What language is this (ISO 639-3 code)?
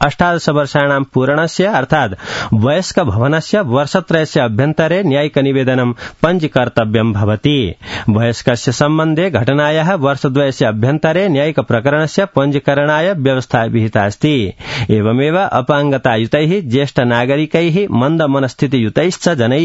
san